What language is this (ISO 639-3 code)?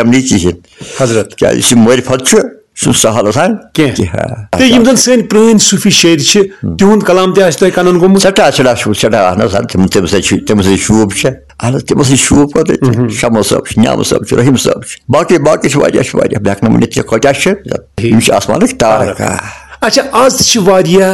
kas